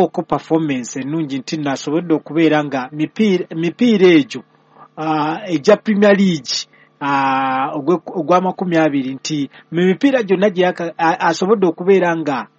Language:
Ganda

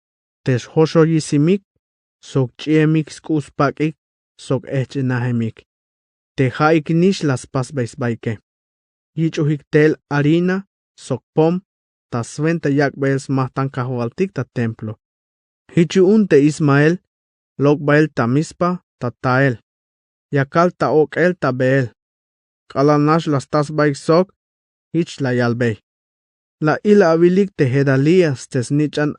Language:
Tzeltal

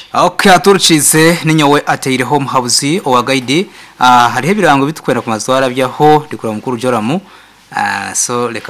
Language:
Nyoro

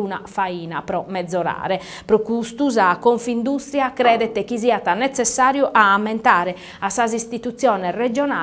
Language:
Sardinian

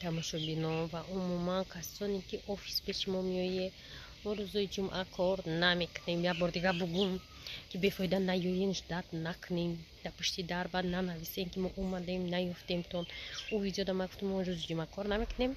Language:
Tajik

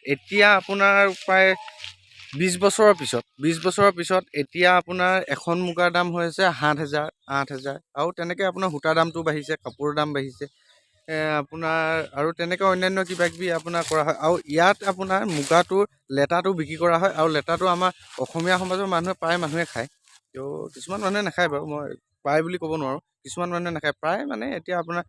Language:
Assamese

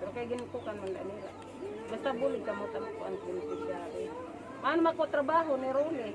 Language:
Waray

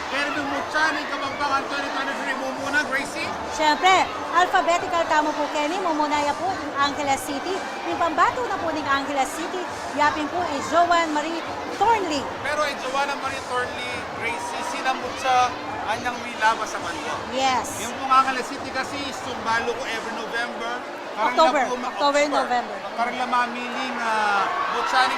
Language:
Pampanga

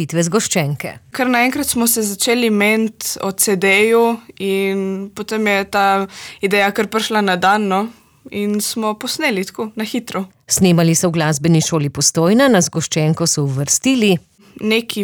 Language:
Slovenian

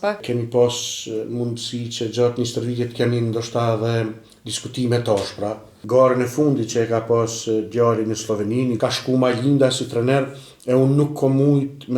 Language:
Albanian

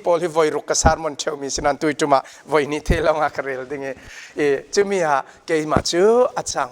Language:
Falam Chin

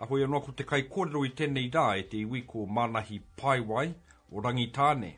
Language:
Māori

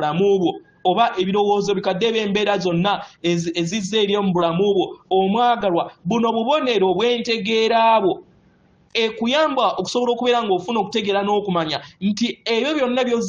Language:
Ganda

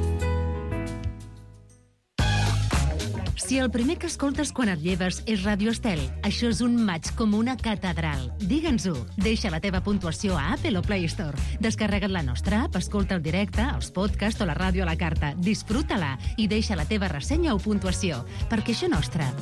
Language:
Catalan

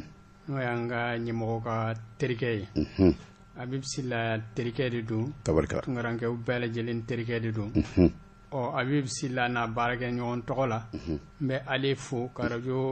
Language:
Bambara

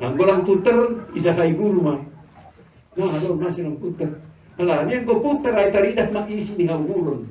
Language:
Batak Simalungun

